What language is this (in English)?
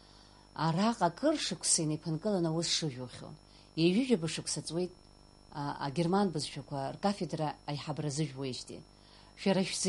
Abkhazian